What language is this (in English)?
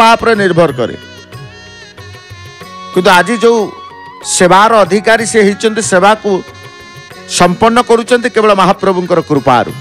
Odia